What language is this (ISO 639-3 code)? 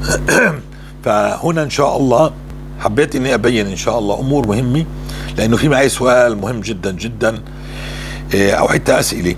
apc